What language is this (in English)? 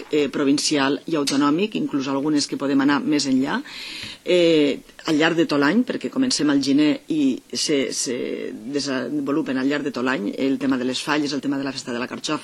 Catalan